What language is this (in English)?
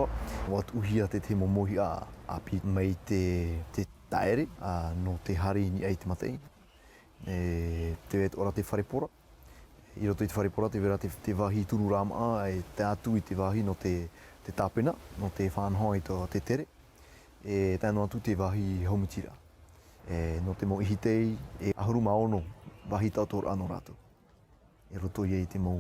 Tahitian